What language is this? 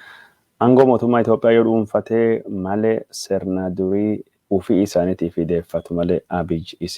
Oromo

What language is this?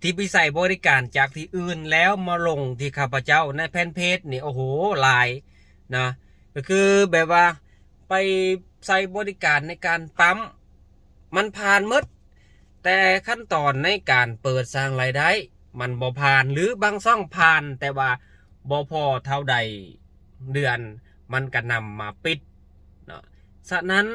Lao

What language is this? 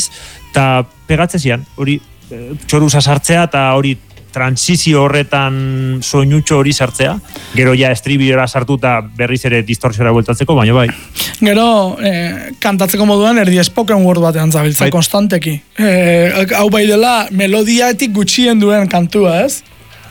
Basque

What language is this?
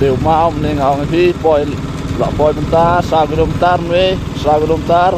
Khasi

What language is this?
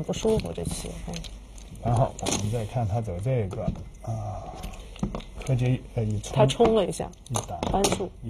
Chinese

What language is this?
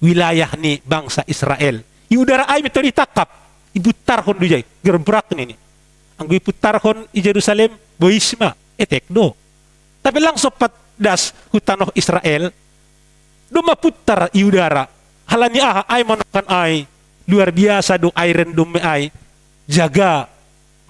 Batak Simalungun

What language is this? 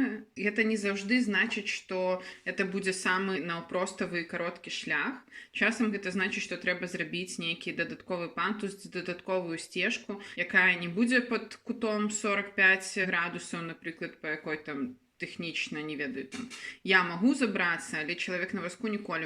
Belarusian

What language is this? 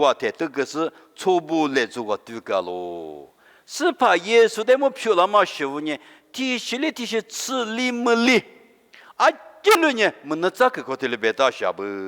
Lisu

